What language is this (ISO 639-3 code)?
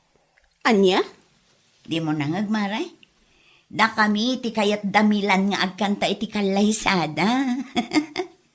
ilo